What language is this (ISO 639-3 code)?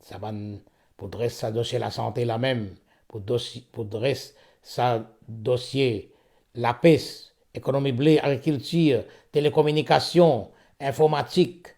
mfe